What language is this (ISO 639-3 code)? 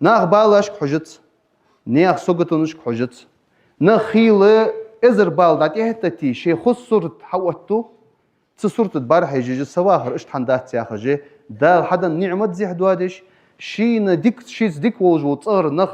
inh